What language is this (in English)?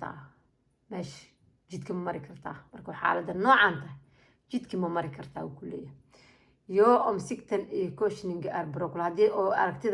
Somali